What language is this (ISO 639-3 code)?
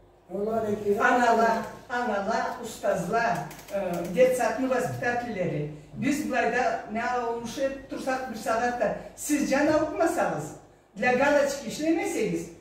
krc